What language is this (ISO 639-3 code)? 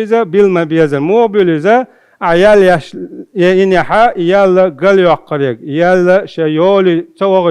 che